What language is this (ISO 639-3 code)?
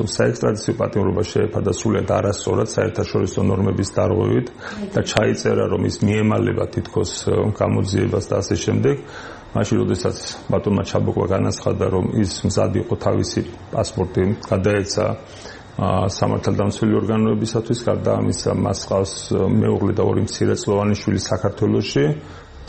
kat